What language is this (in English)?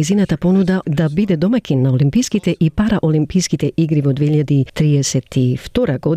Macedonian